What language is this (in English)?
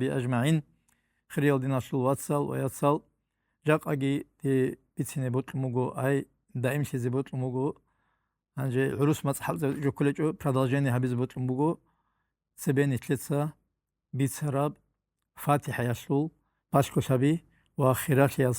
Avaric